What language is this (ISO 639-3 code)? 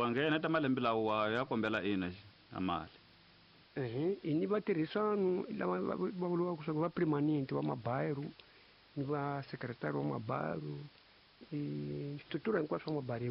tso